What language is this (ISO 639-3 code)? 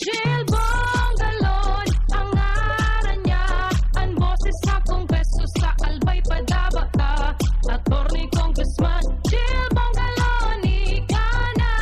bik